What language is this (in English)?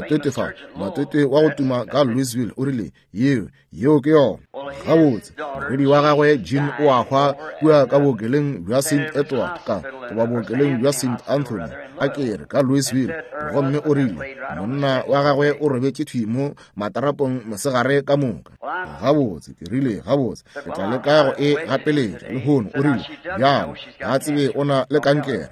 Northern Sotho